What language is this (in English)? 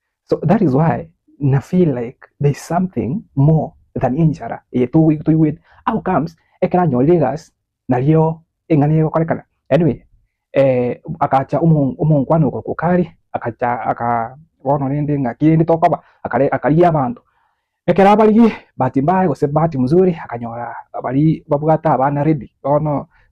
Gusii